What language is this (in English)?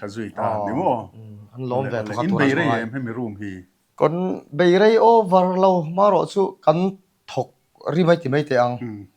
Mizo